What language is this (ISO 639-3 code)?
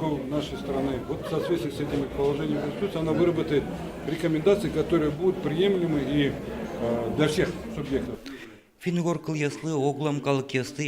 udm